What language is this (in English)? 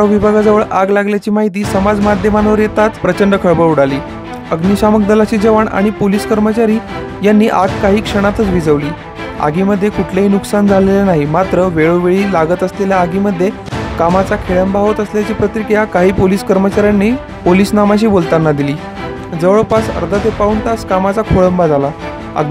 Marathi